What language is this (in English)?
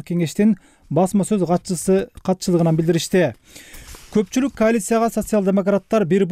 Kyrgyz